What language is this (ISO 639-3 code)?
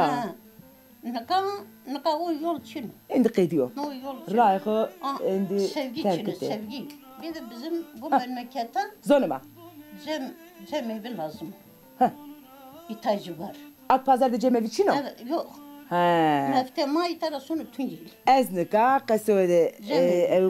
zza